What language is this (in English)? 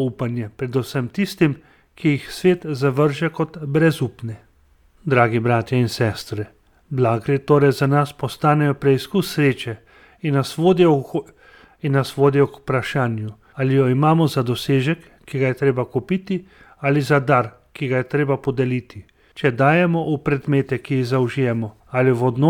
Slovenian